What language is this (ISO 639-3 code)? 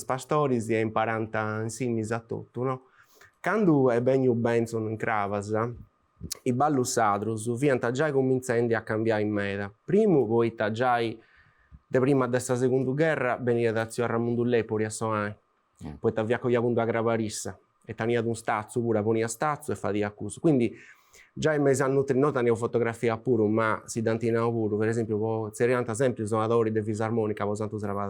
srd